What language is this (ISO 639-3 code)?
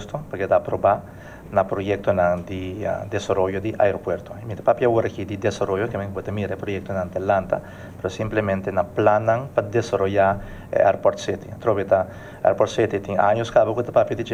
pap